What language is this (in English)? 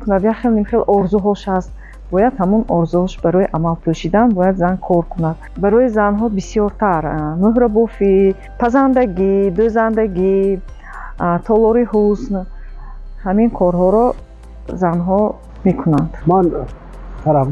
Tajik